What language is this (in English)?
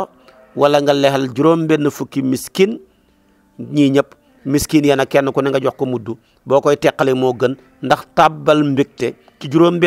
Wolof